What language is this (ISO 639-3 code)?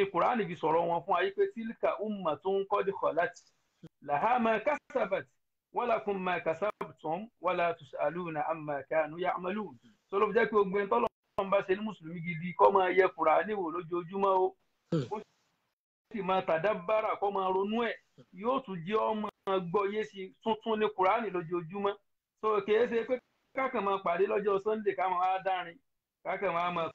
yor